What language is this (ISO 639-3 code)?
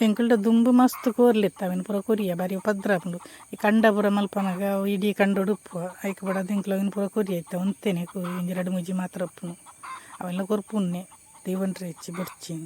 tcy